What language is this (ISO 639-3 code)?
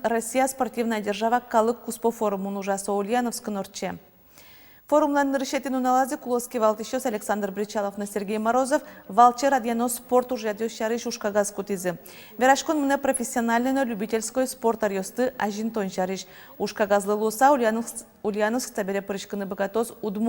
udm